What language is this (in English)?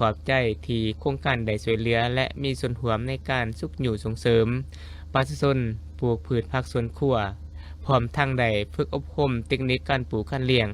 Lao